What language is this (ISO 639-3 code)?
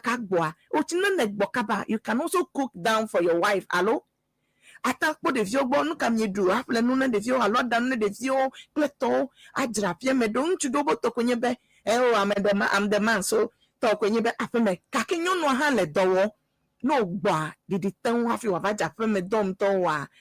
ewe